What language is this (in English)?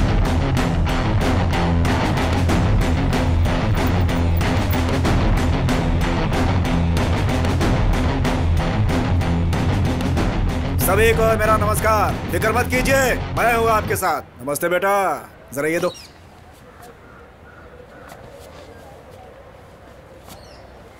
Hindi